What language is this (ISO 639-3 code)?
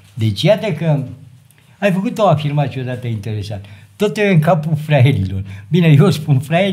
ron